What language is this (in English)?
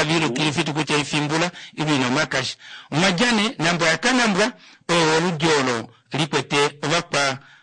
Kuanyama